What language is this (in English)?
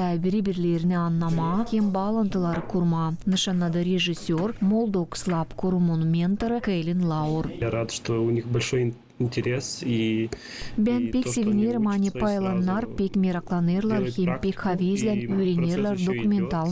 Gagauz